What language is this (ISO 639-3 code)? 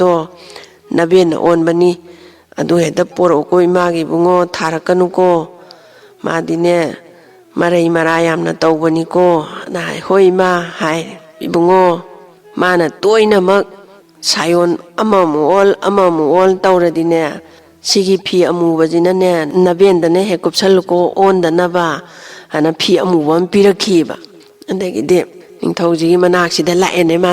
mni